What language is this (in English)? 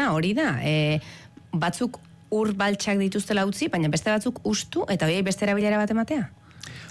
Basque